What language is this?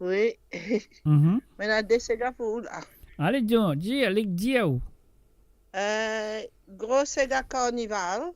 Morisyen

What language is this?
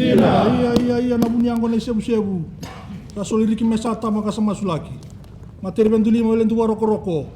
Fijian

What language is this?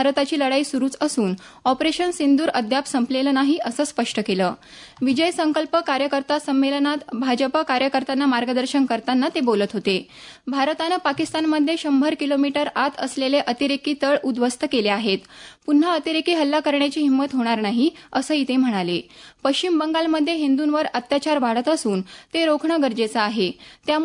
Marathi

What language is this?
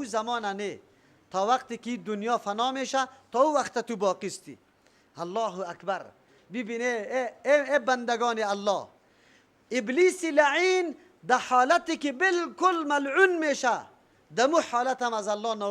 Persian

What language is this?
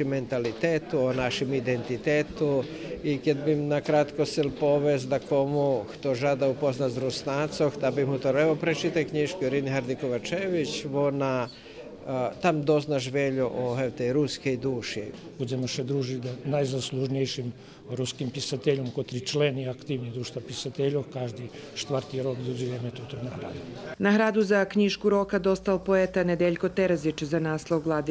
Rusyn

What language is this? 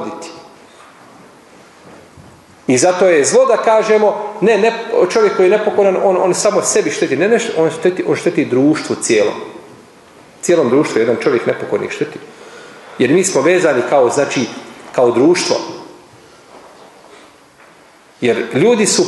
Bosnian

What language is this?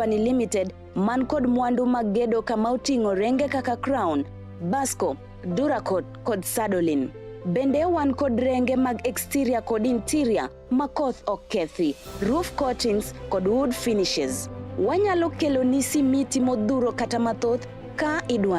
Luo (Kenya and Tanzania)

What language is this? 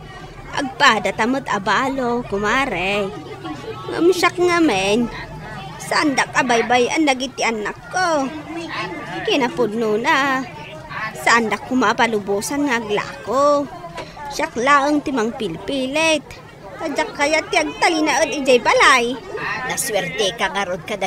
Iloko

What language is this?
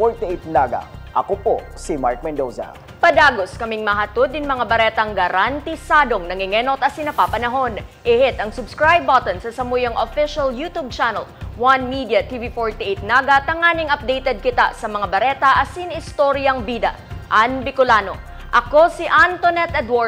Bikol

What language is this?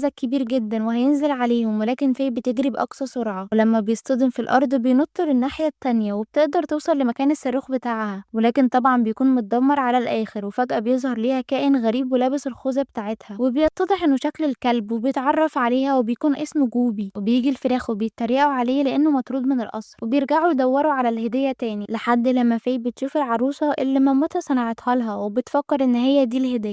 Egyptian Arabic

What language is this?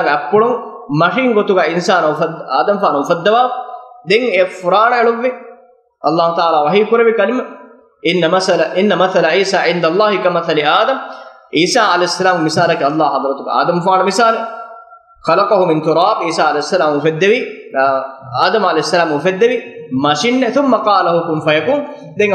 Divehi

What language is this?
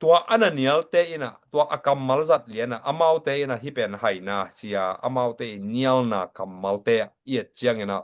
Tedim Chin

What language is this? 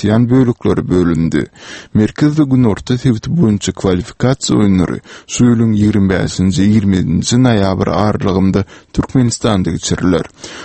Turkmen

